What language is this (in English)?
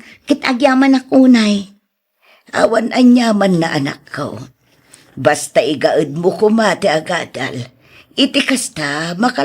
Iloko